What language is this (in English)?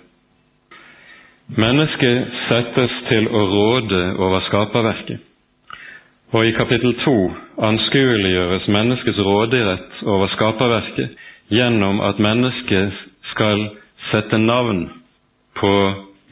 Norwegian